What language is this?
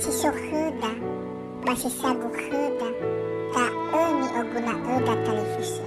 Nias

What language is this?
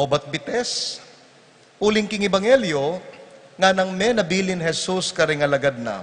Pampanga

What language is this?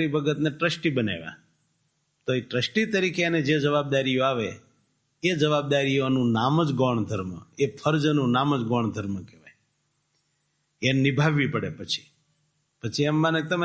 Gujarati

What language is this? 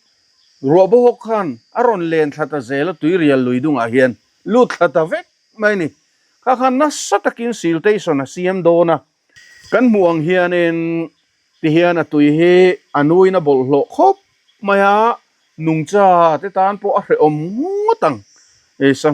Mizo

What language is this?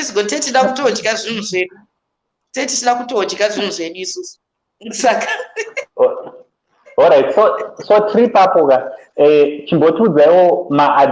Shona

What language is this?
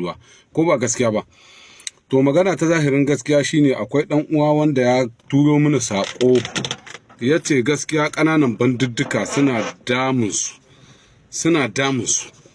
Hausa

